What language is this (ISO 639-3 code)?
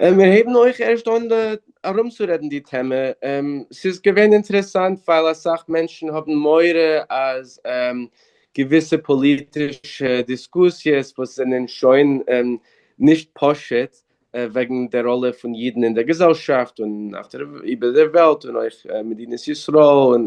yid